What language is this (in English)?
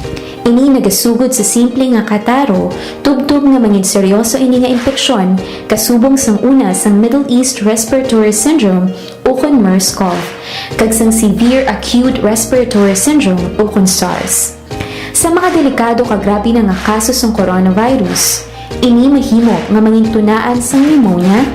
Hiligaynon